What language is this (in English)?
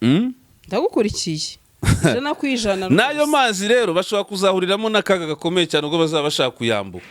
Kinyarwanda